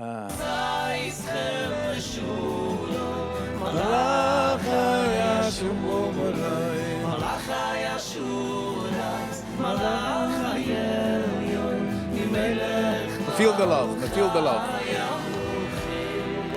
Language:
Yiddish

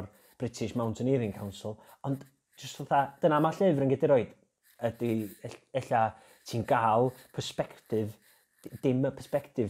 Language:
Welsh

